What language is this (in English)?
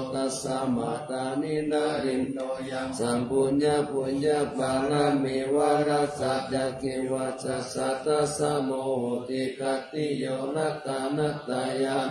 Pali